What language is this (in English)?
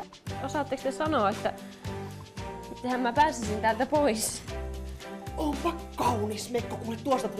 Finnish